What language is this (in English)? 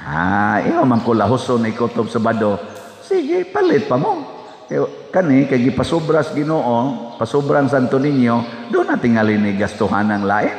Cebuano